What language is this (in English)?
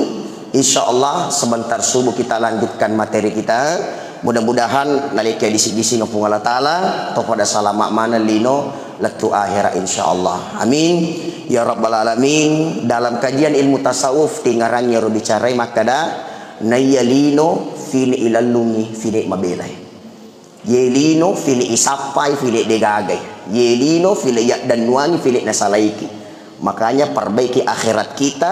Buginese